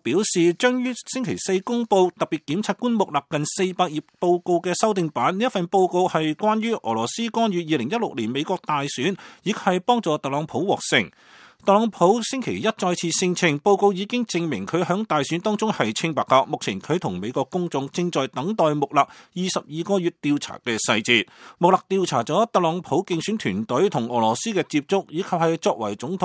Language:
Cantonese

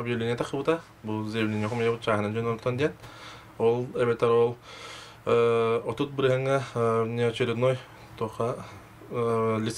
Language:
Yakut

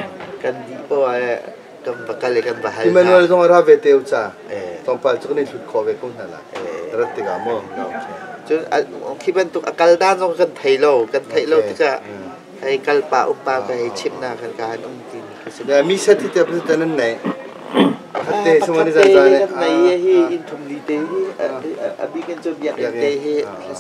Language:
Hakha Chin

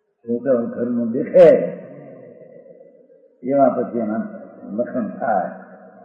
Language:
Gujarati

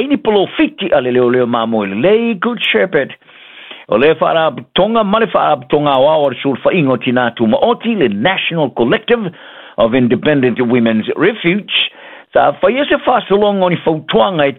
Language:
Samoan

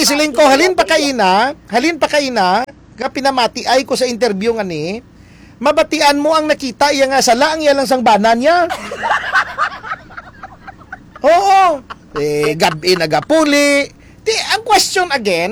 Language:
Hiligaynon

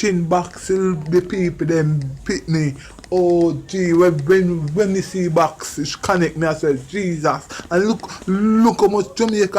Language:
Jamaican Creole English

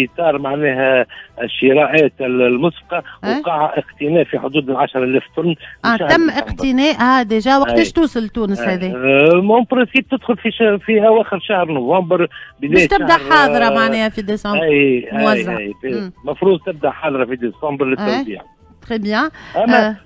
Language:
Tunisian Arabic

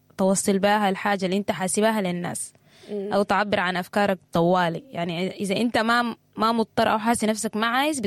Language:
Sudanese Arabic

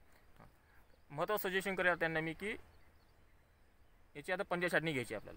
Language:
Marathi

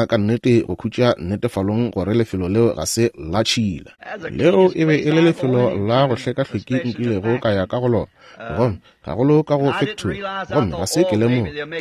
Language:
Northern Sotho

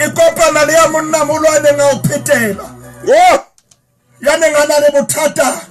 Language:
Southern Sotho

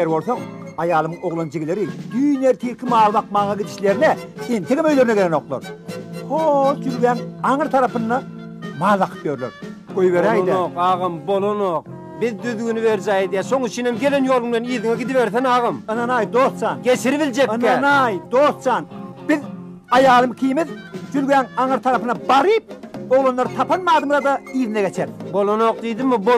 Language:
Turkmen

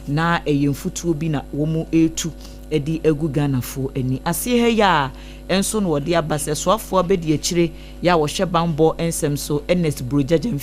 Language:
Akan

